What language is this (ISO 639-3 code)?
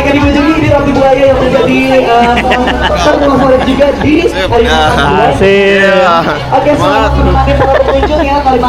bjn